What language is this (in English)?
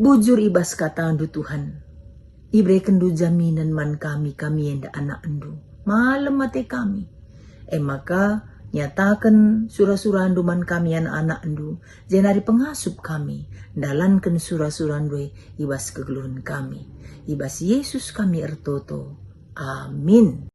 Batak Karo